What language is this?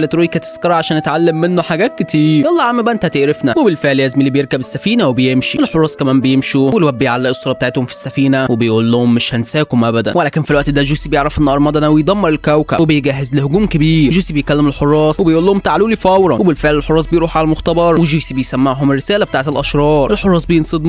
Egyptian Arabic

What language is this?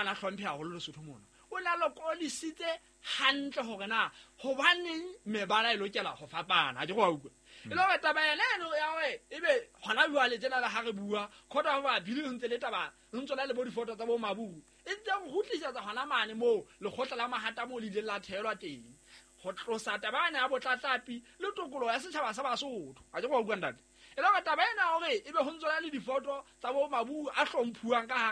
Southern Sotho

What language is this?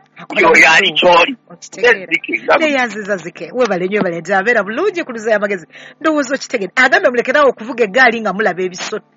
Ganda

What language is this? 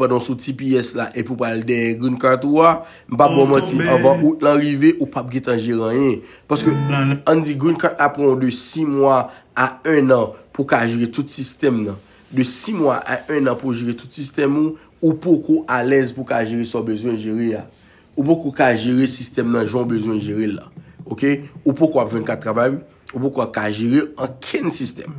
Haitian Creole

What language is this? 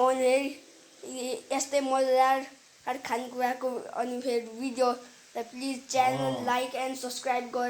Nepali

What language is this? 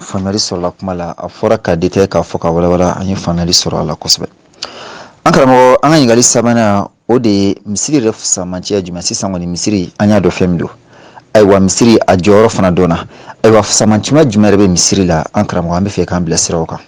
Bambara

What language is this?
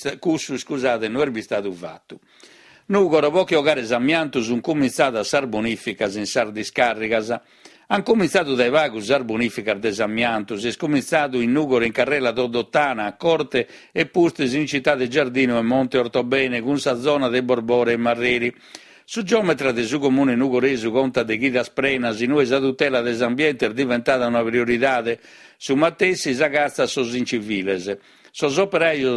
Sardinian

